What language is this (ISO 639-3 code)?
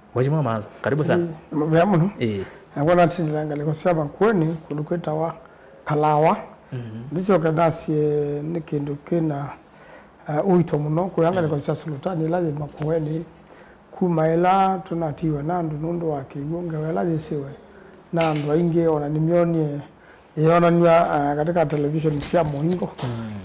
kam